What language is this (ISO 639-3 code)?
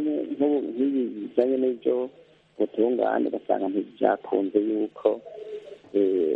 kin